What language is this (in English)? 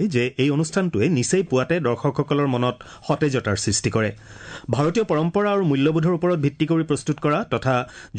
Assamese